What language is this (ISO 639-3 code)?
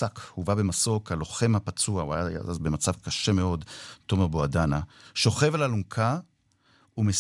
heb